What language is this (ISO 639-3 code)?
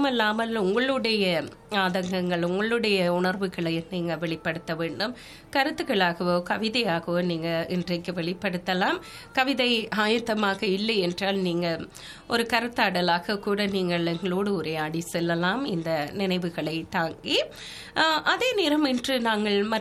tam